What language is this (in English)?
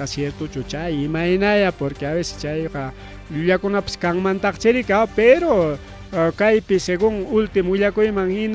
Ayacucho Quechua